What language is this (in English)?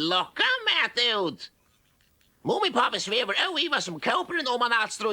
Faroese